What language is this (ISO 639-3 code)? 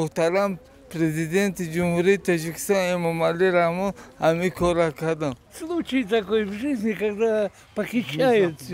tgk